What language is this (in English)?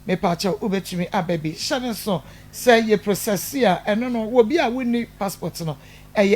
Akan